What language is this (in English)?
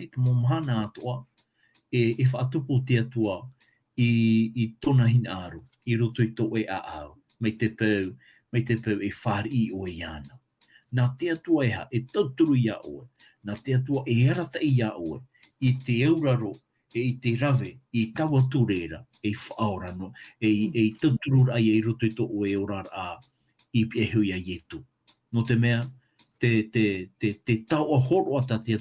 Tahitian